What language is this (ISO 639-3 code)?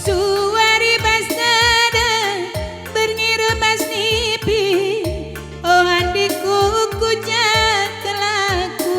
btx